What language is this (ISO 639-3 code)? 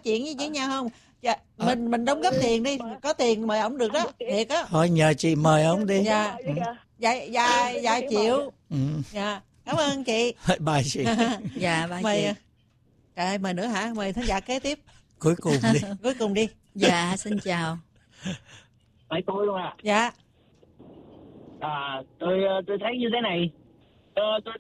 vie